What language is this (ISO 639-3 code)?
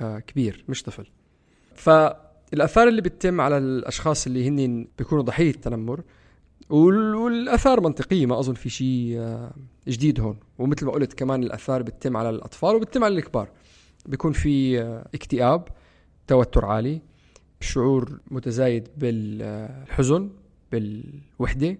apc